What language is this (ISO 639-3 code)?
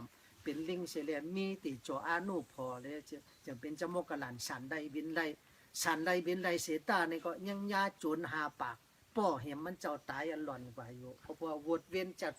shn